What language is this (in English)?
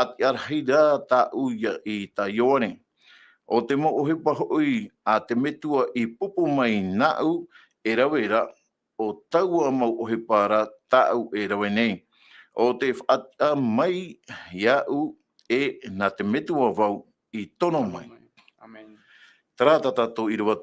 Tahitian